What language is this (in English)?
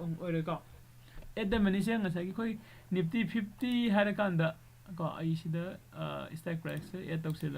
Manipuri